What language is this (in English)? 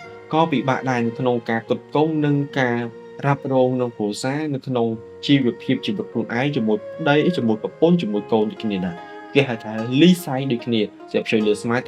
Khmer